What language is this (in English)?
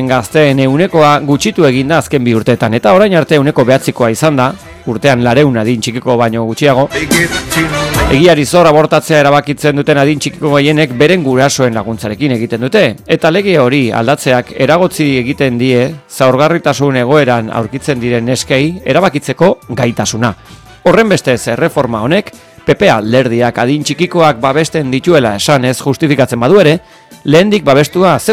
Basque